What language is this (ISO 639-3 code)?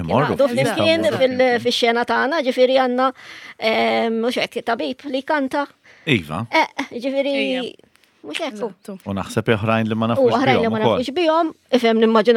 mlt